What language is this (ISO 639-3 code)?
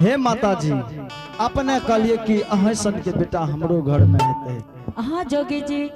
anp